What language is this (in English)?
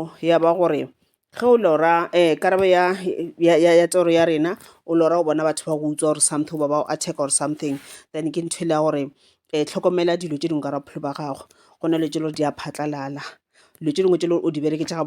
Northern Sotho